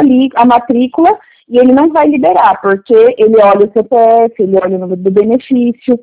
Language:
Portuguese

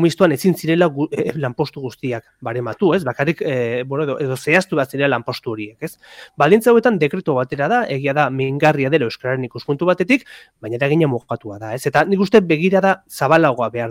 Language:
Basque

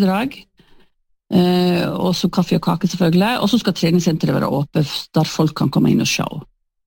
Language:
Norwegian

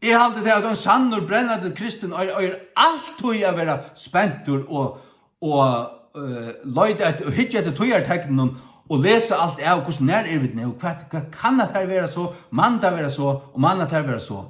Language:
Faroese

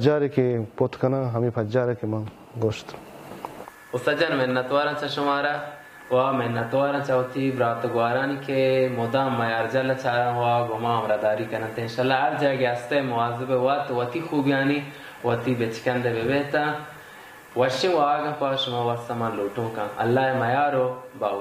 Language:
Baluchi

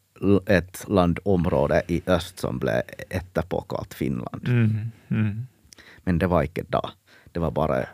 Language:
Norwegian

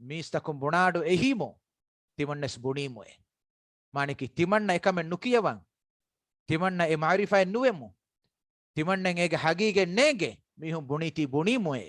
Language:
Divehi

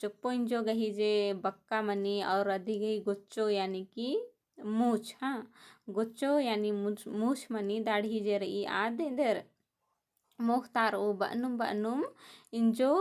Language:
Kurukh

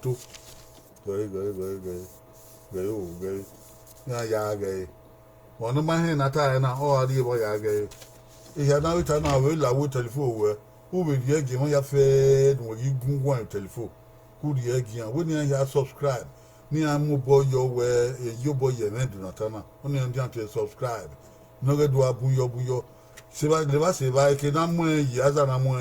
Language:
Bini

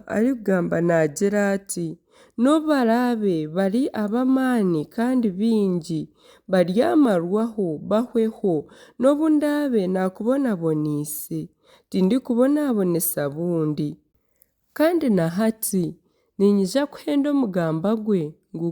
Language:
Nyankole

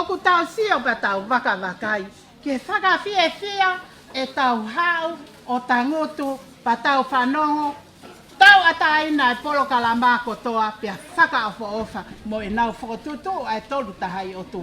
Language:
Tongan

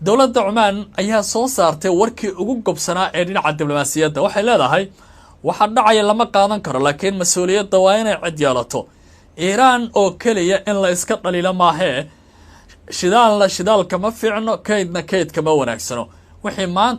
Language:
Somali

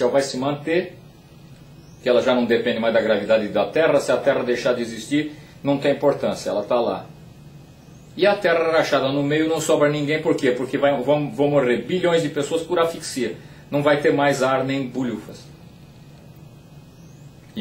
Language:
Portuguese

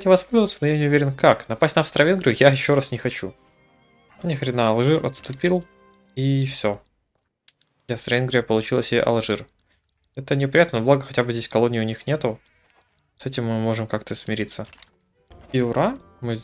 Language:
Russian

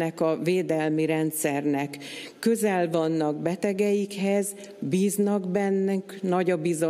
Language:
Hungarian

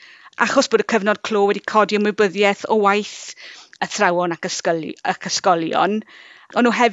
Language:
Welsh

